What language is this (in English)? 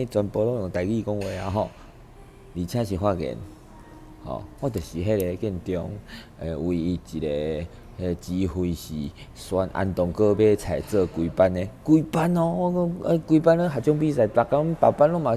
Min Nan Chinese